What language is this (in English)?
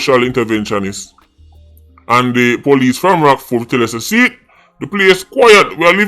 Jamaican Creole English